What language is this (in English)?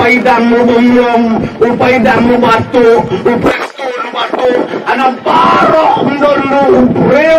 Khasi